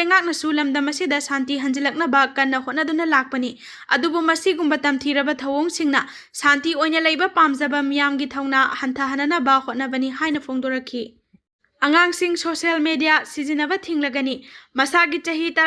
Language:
Manipuri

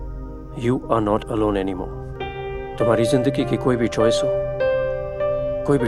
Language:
Hindi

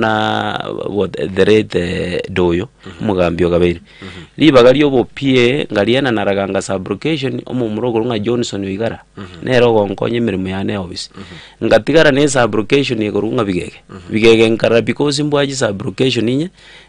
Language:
Gusii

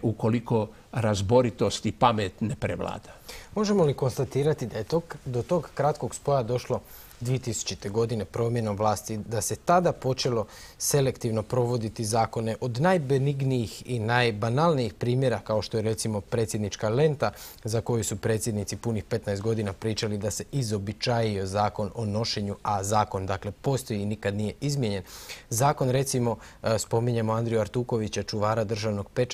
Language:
Croatian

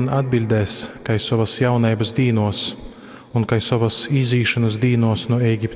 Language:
Latgalian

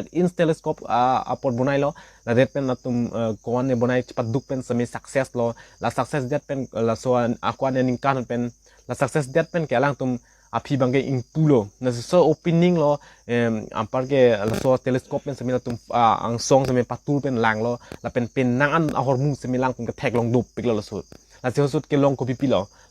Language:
Karbi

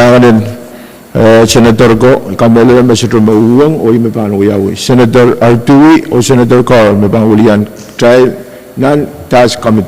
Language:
Pohnpeian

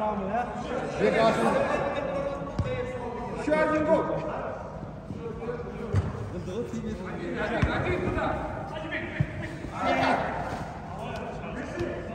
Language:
Kazakh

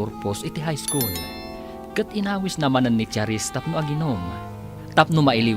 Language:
Iloko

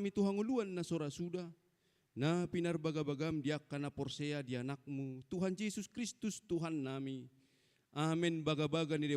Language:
Batak Toba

